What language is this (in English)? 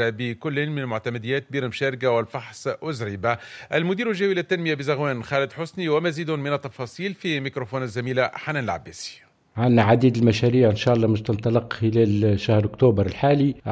Tunisian Arabic